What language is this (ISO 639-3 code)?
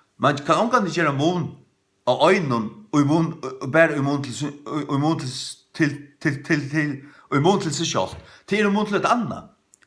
fao